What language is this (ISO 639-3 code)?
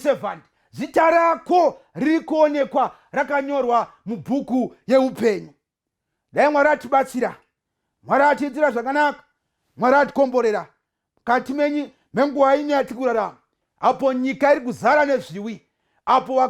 sna